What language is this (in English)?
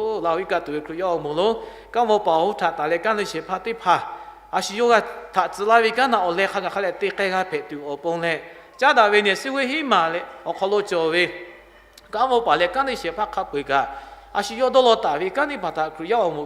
Lahu